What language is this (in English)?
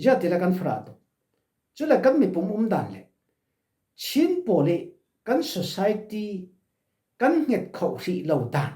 Falam Chin